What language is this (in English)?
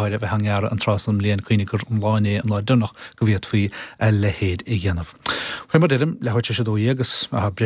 Irish